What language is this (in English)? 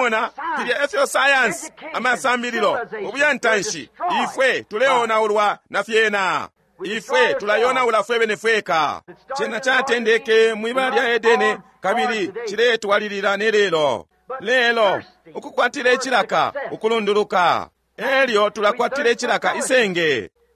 Bemba